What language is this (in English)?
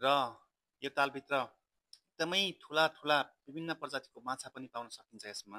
Nepali